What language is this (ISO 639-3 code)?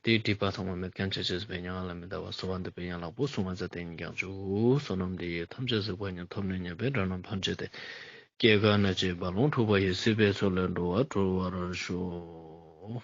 lbj